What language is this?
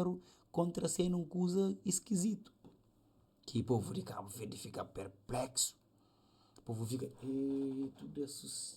Kabuverdianu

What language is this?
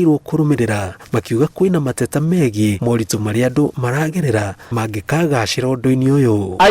Kikuyu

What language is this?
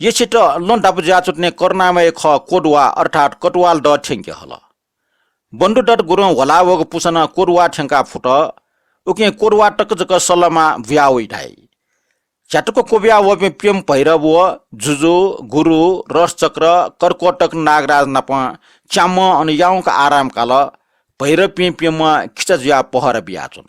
Newari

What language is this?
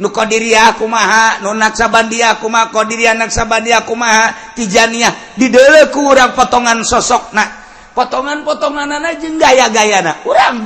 Sundanese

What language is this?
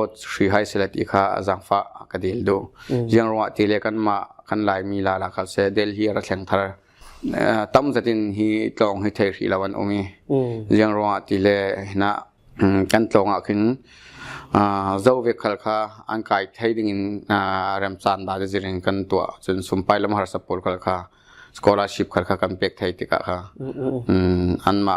Falam Chin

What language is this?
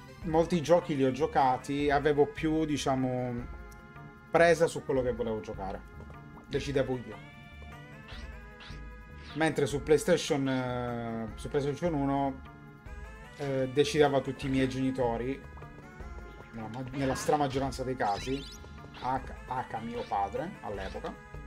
Italian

